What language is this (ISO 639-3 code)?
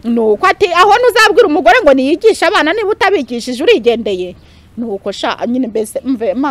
kin